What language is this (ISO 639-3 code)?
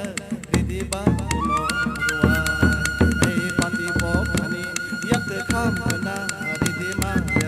trp